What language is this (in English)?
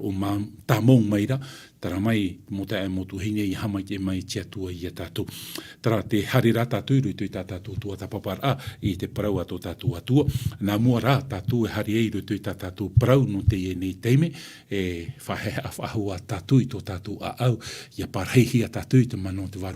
Tahitian